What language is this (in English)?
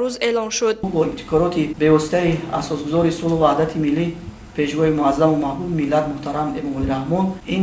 Tajik